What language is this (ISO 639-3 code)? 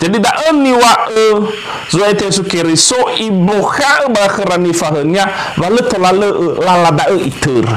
nia